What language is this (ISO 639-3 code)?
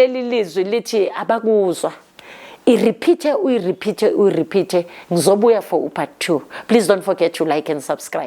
zul